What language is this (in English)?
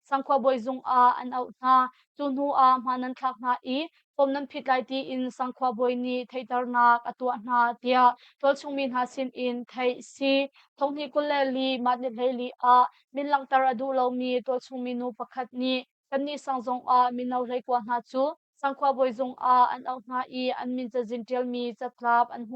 Hakha Chin